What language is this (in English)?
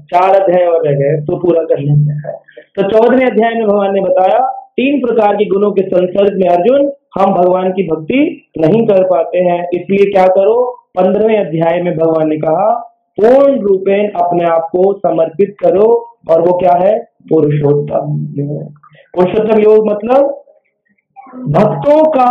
Hindi